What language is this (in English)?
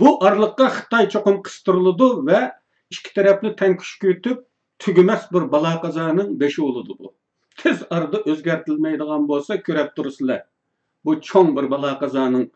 Uyghur